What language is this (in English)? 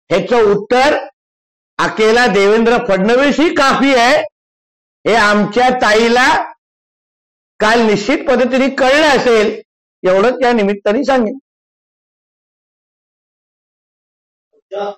Marathi